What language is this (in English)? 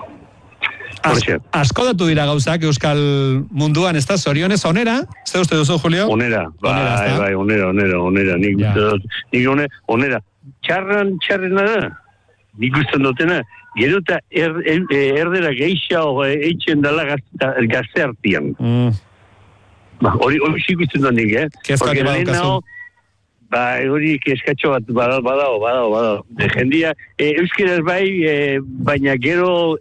Basque